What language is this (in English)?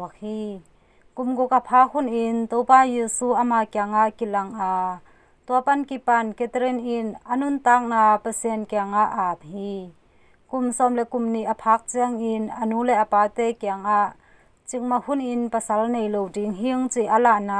Tedim Chin